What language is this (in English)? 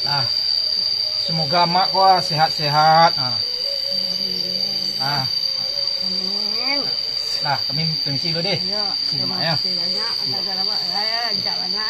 Minangkabau